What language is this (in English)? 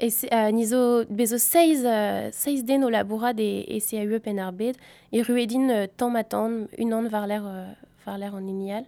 Breton